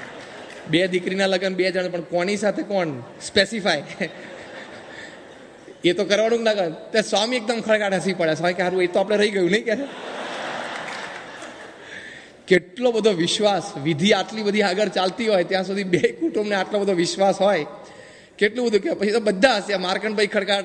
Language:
Gujarati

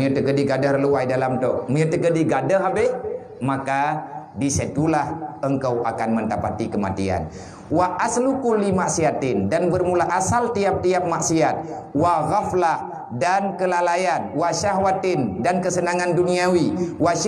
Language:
Achinese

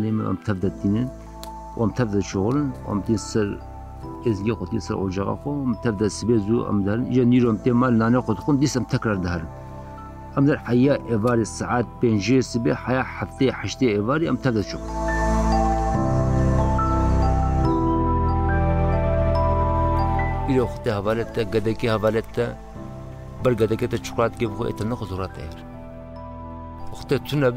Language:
Kurdish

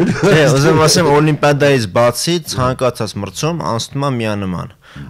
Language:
Armenian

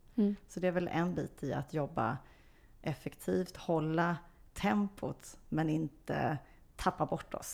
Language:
Swedish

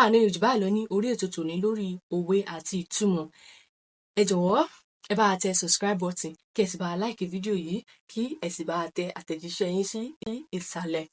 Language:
Yoruba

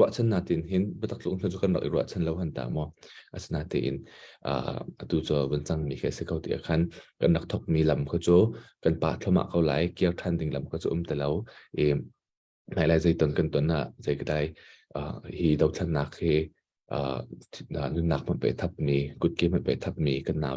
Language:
Hakha Chin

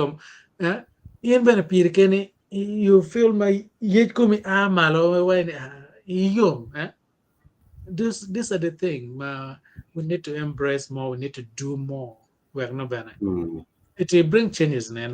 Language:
Acoli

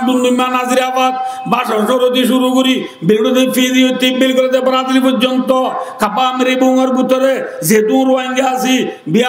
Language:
Rohingya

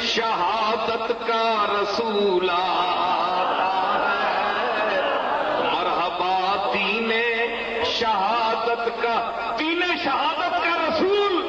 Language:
Saraiki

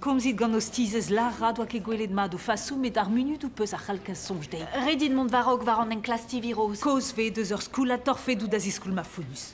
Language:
Breton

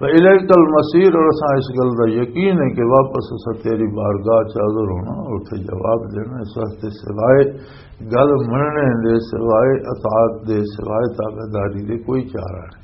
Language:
Western Panjabi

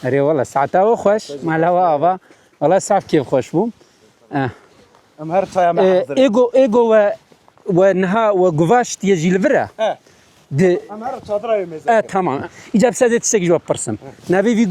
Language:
Kurdish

